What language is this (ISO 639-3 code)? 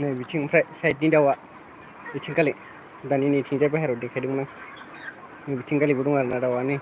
brx